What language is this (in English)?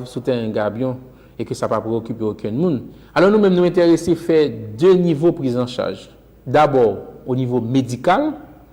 Haitian Creole